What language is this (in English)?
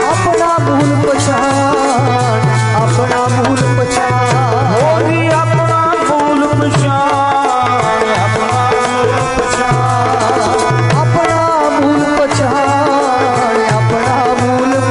Punjabi